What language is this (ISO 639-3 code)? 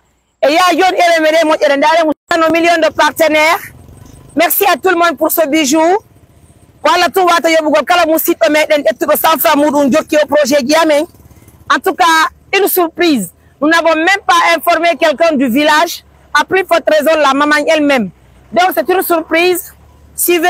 fuf